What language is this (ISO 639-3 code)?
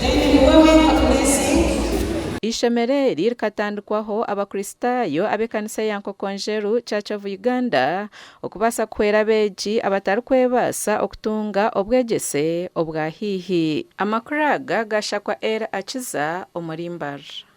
nyn